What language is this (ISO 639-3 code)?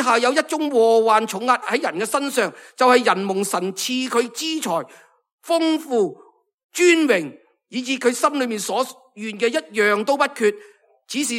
yue